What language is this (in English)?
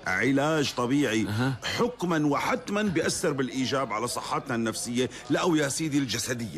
North Levantine Arabic